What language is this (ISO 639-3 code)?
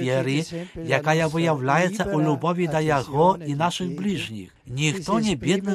bel